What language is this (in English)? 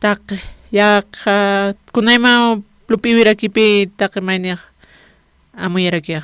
Aymara